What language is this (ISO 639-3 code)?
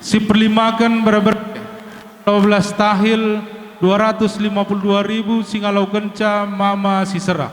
btx